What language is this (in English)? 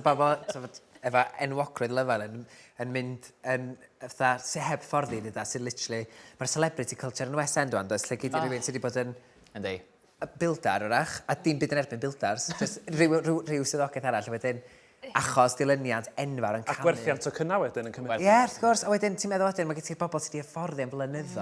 Welsh